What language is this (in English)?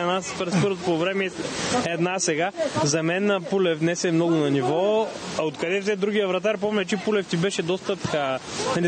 Bulgarian